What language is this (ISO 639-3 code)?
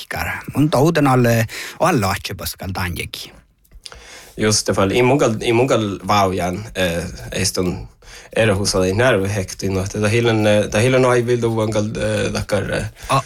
sme